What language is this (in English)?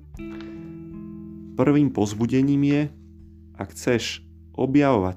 Slovak